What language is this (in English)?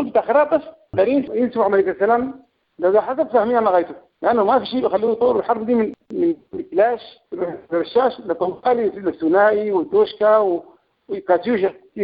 Sudanese Arabic